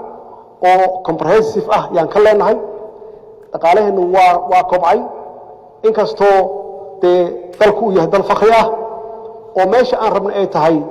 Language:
Somali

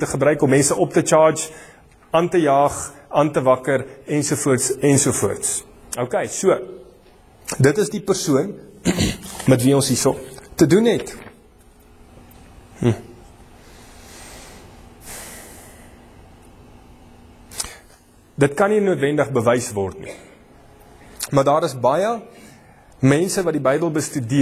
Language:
Afrikaans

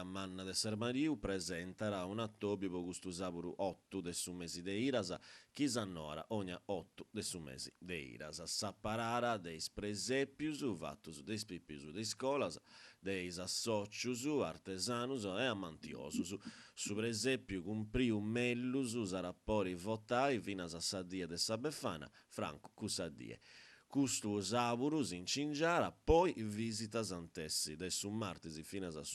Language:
Sardinian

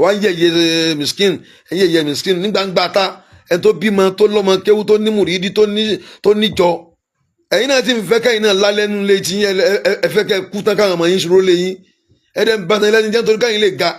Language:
Yoruba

